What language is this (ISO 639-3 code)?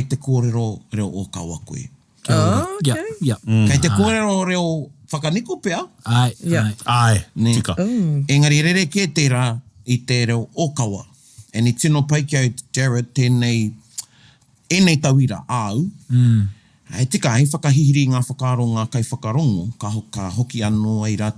mri